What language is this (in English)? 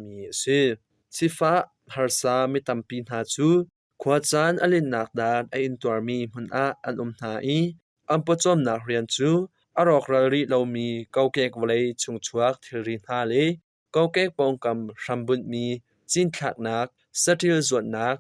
Hakha Chin